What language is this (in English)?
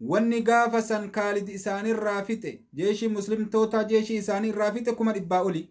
Oromo